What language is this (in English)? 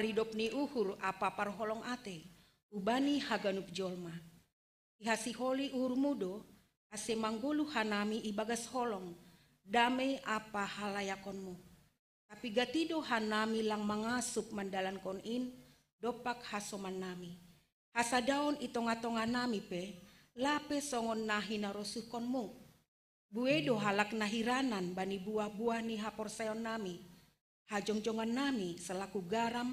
Batak Simalungun